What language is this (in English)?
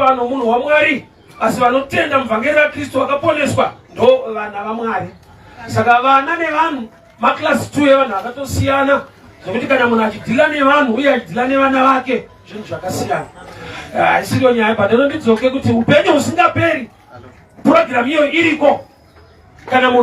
Shona